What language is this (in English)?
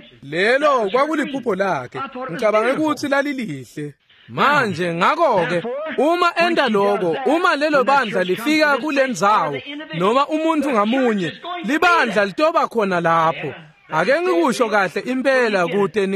Swati